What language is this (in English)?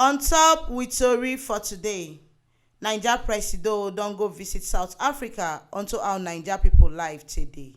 Nigerian Pidgin